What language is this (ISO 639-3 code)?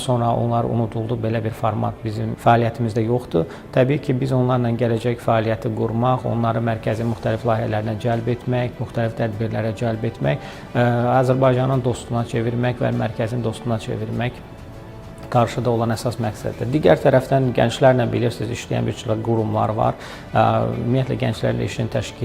aze